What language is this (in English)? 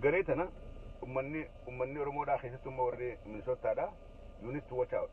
Oromo